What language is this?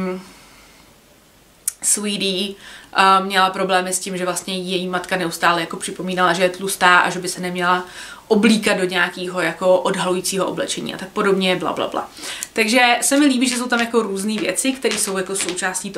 Czech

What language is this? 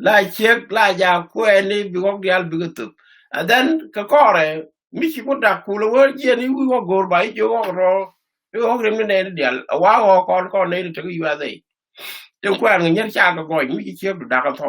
Nuer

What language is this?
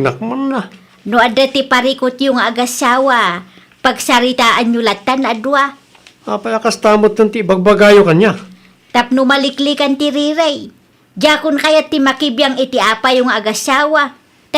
Iloko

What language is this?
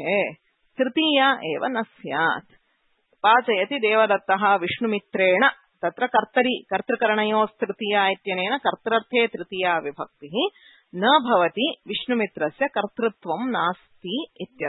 Sanskrit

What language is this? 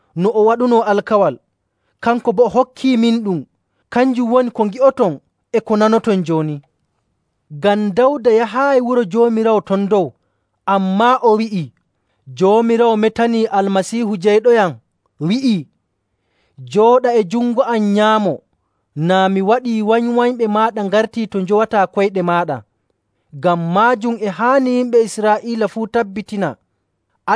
Nigerian Fulfulde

